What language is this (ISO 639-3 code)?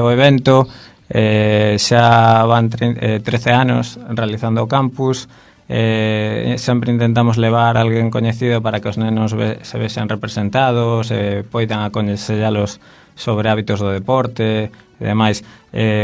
glg